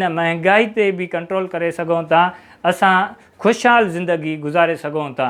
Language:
Sindhi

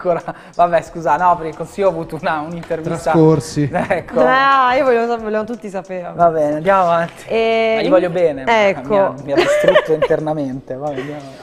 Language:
Italian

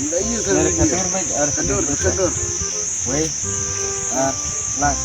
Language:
Khasi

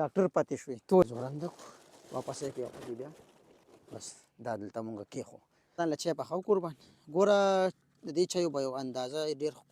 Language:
Pashto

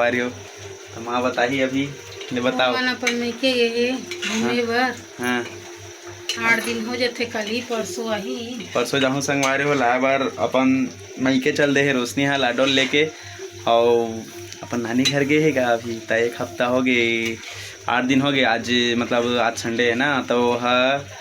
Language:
Chhattisgarhi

